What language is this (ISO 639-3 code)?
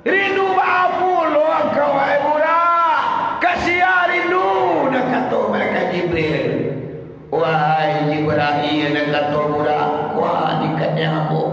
min